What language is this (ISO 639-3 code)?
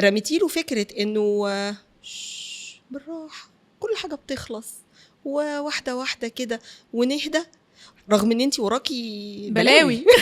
arz